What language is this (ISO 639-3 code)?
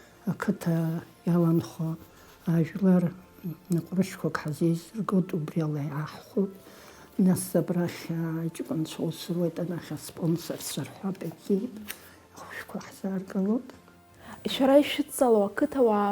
abk